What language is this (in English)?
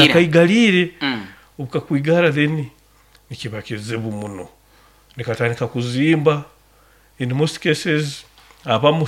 Nyoro